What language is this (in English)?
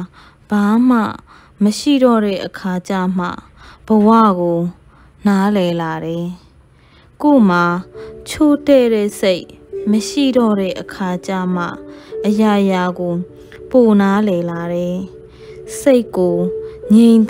Burmese